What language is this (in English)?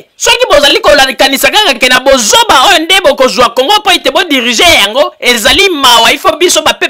Lingala